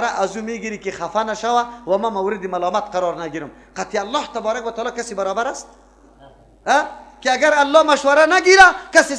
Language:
Persian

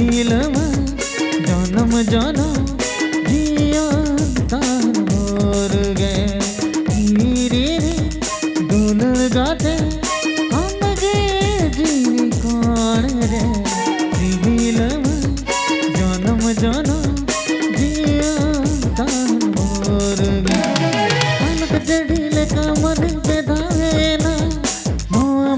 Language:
Santali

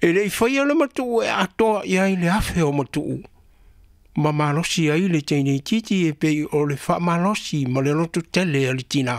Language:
Samoan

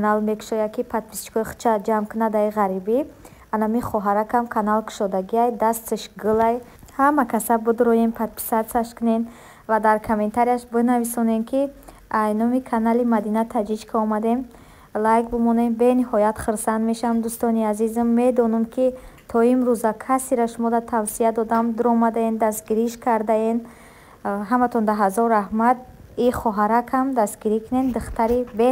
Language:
Tajik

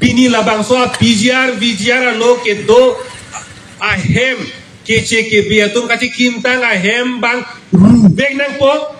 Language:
Karbi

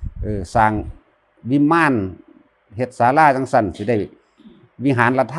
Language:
Lao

